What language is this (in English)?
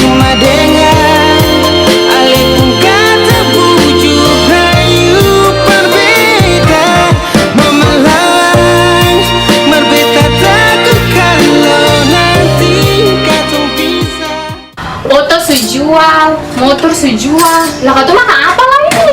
Ambonese Malay